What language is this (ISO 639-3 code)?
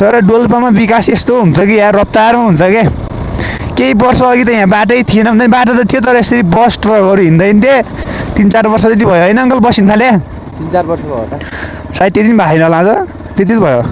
nep